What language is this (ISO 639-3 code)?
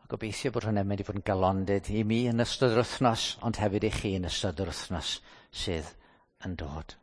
cym